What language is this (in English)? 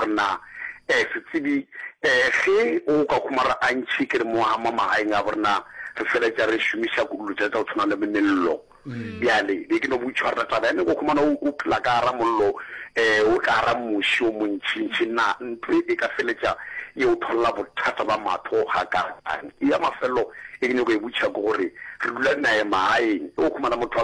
Northern Sotho